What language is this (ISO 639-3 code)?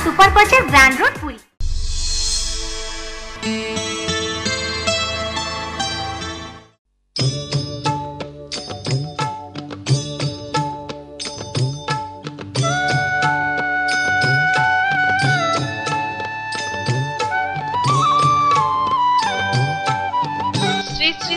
ori